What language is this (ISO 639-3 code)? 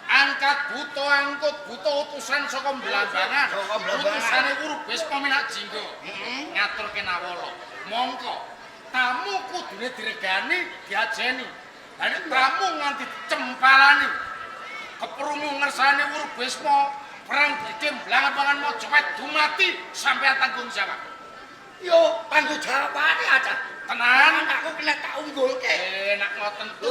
jav